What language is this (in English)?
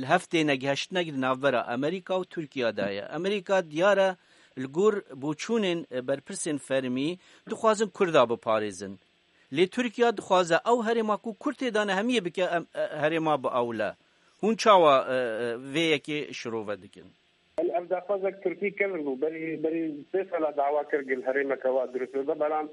Kurdish